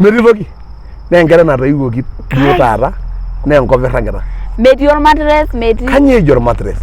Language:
Masai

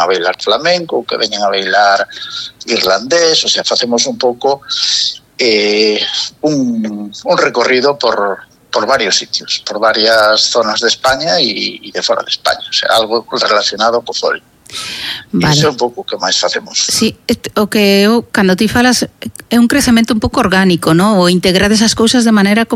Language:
Galician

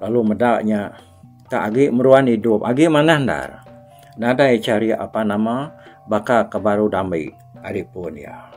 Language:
Iban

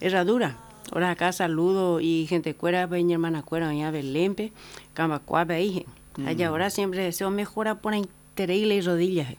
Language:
Guarani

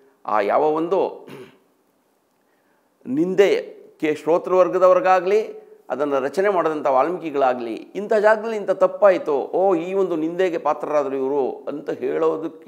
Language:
Kannada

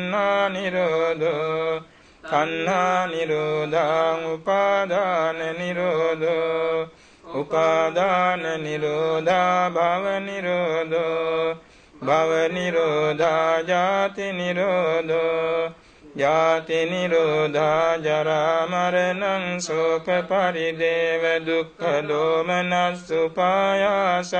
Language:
Pali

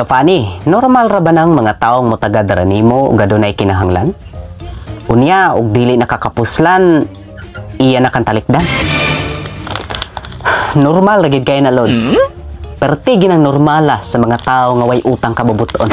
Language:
Cebuano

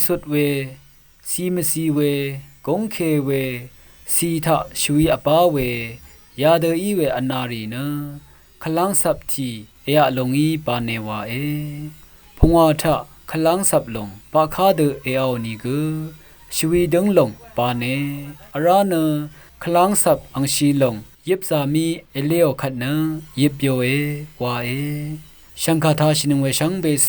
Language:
Rawang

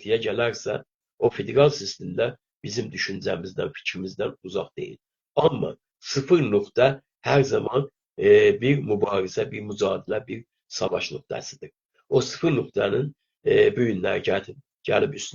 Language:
South Azerbaijani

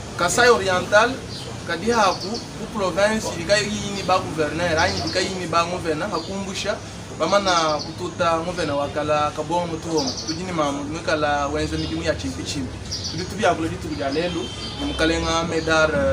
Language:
Luba-Lulua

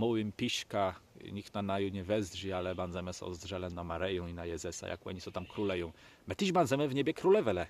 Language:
Kashubian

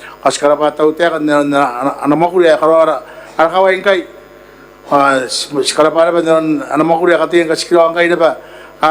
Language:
Gilbertese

